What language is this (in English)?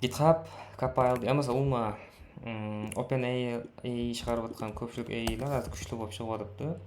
Kara-Kalpak